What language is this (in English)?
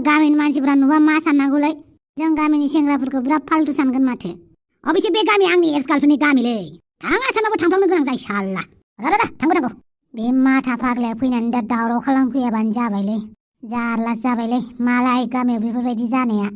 Bodo